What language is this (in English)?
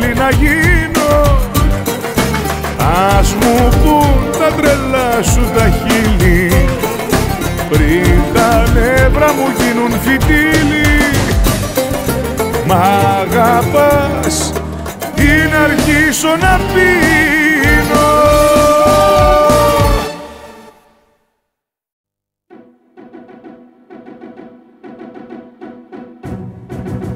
Greek